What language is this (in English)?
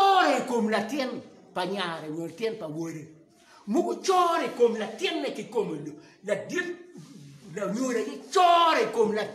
Acoli